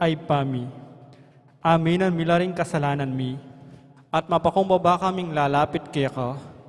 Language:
Pampanga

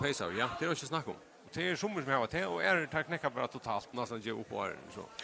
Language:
Faroese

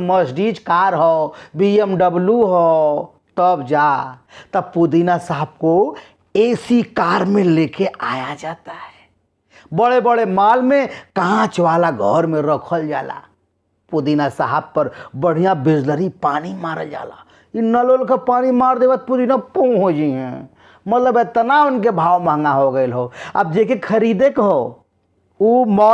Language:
Bhojpuri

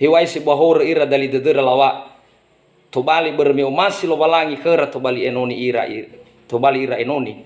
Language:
Nias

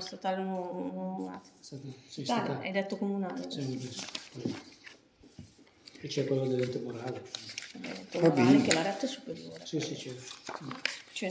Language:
Italian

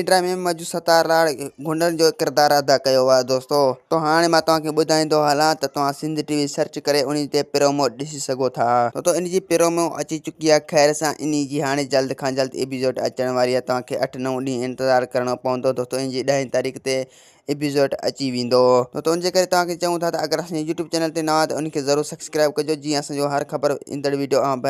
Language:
Sindhi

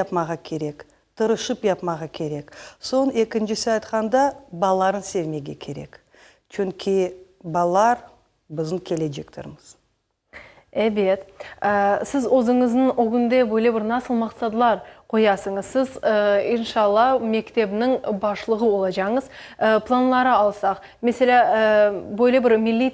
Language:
Crimean Tatar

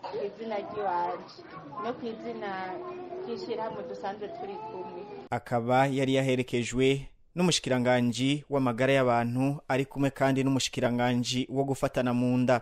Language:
Rundi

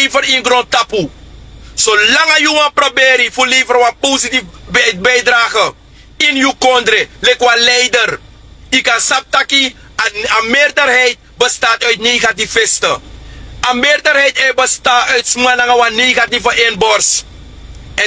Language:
Sranan Tongo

